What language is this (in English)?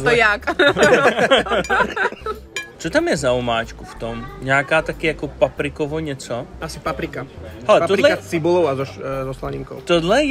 Czech